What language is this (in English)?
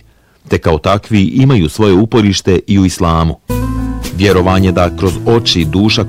Bosnian